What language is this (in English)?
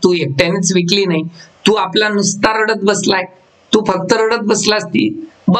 Marathi